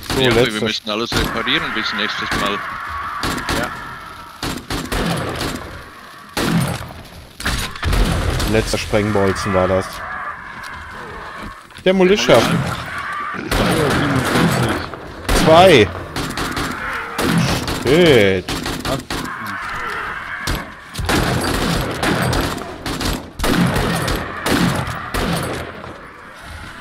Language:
German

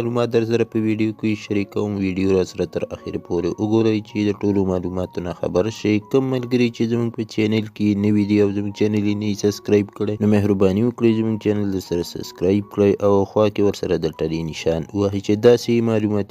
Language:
Pashto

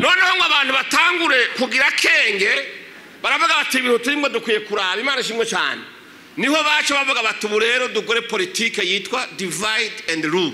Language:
Rundi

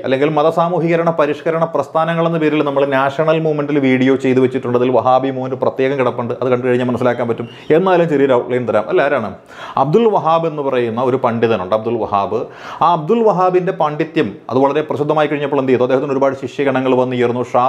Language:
Malayalam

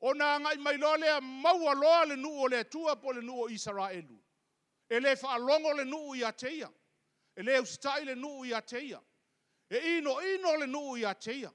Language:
Samoan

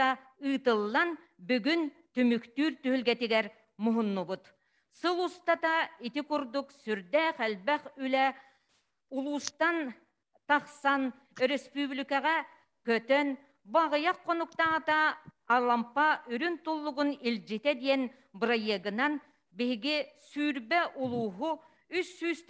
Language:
Yakut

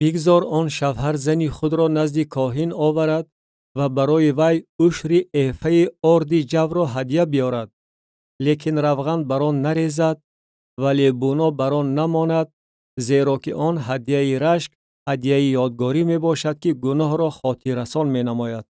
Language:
Tajik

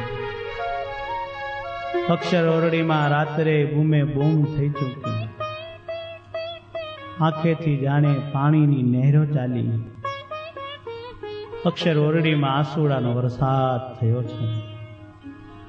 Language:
Gujarati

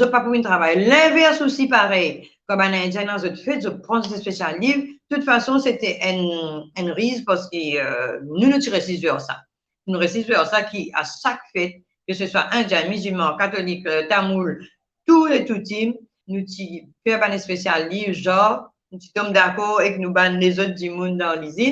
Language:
Morisyen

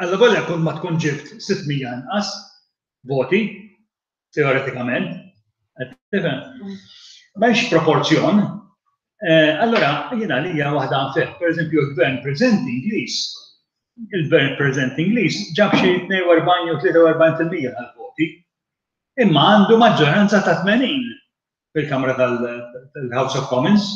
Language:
Maltese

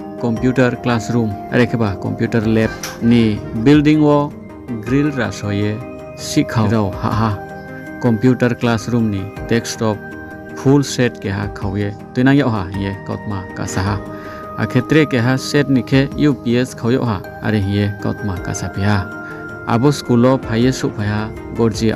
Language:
Riang (India)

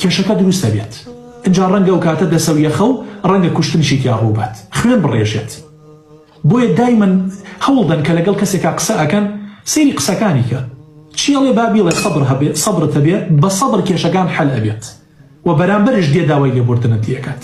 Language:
Central Kurdish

